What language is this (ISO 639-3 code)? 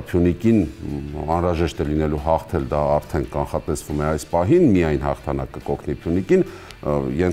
hye